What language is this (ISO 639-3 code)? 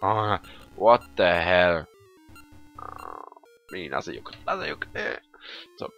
gsw